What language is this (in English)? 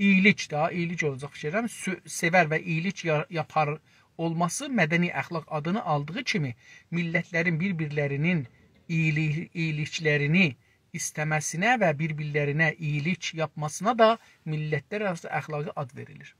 South Azerbaijani